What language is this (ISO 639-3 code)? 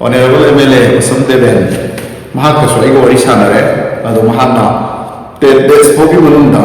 mni